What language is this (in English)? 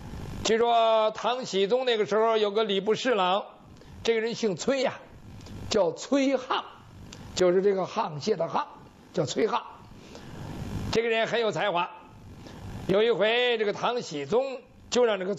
Chinese